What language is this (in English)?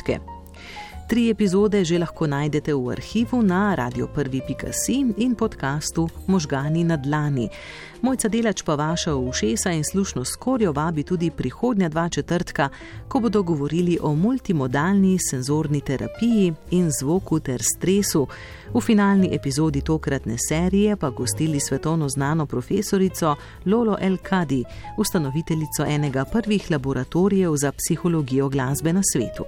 Slovenian